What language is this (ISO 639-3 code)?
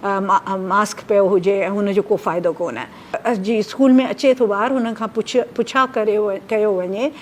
snd